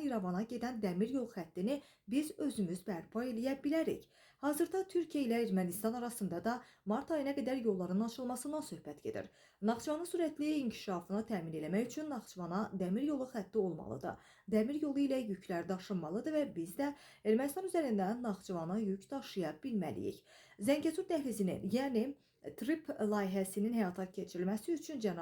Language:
Azerbaijani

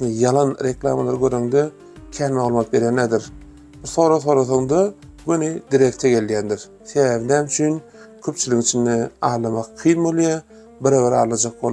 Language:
Turkmen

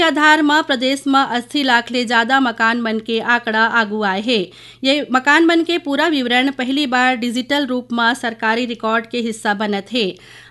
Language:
Chhattisgarhi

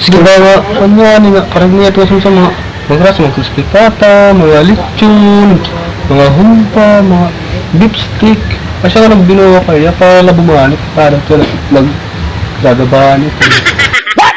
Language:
Waray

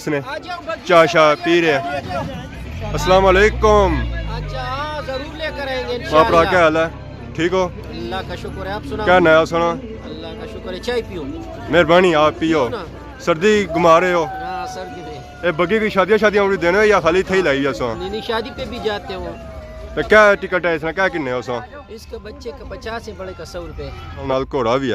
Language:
Pahari-Potwari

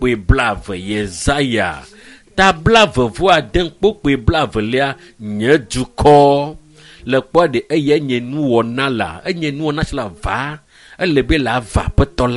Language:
Ewe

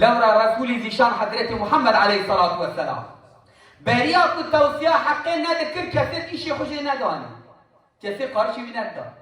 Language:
Kurdish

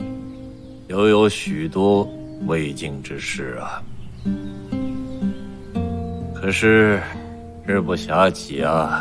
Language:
Chinese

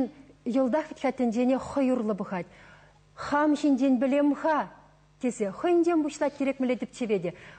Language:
Chuvash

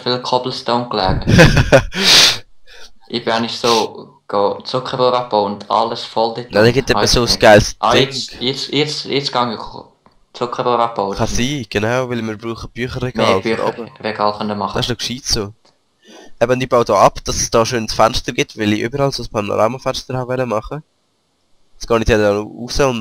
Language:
Swiss German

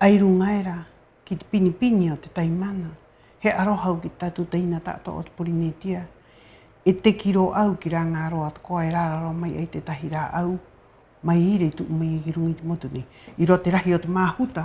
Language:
Rapanui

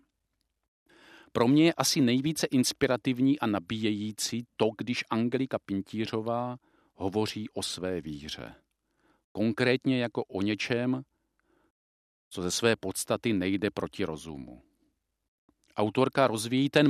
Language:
Czech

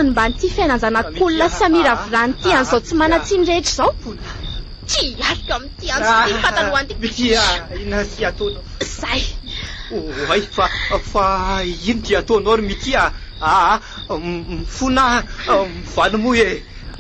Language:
Malagasy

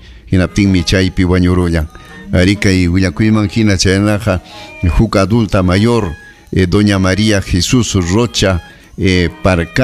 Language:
Ayacucho Quechua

